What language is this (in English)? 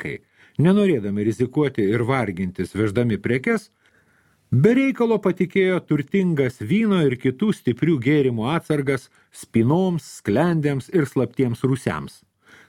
Lithuanian